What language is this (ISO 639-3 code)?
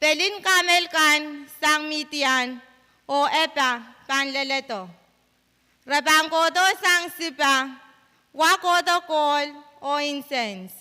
pon